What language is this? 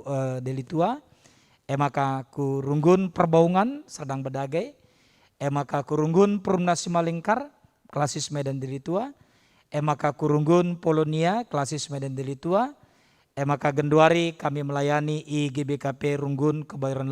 Batak Karo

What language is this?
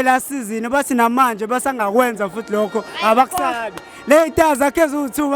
Zulu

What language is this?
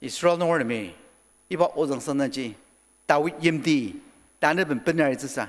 Ao Naga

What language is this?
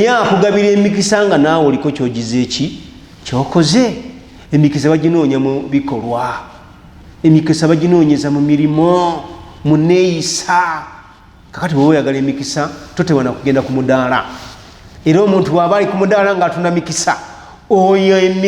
Ganda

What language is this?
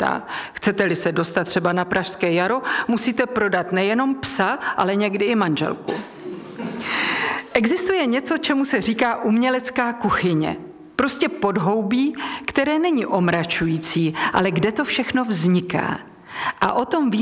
Czech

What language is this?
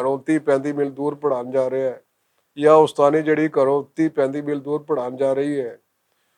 Western Panjabi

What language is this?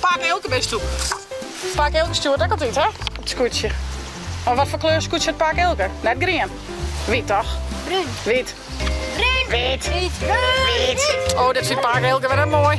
Western Frisian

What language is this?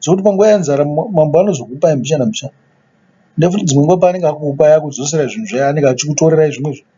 Shona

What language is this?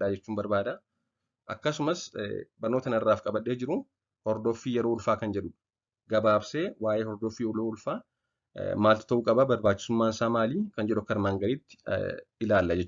Oromo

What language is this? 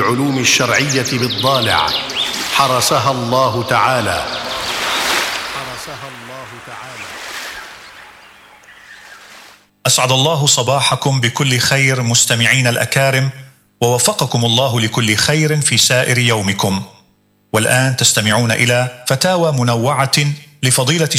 Arabic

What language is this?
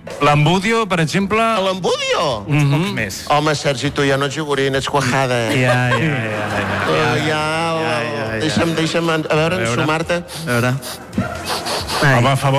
Catalan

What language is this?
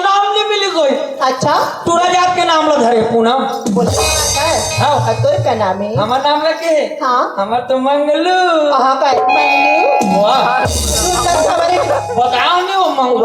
Chhattisgarhi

